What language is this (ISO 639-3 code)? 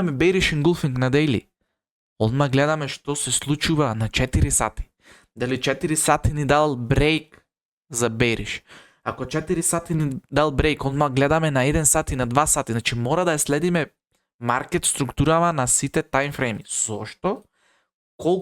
mkd